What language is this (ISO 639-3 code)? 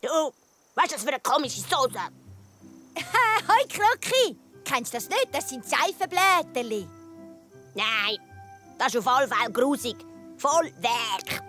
gsw